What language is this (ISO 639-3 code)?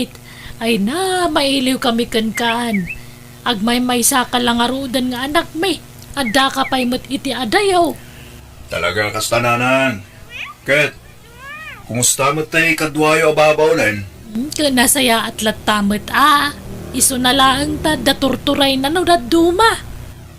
ilo